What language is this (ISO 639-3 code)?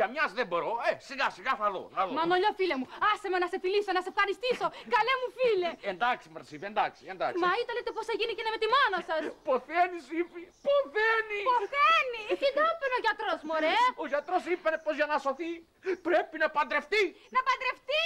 ell